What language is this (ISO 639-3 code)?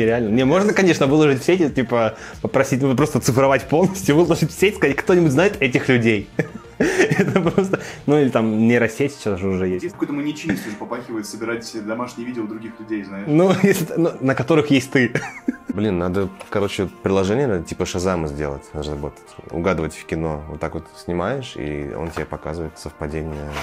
rus